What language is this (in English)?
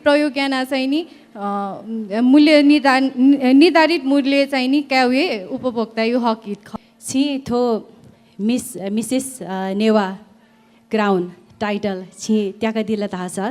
Newari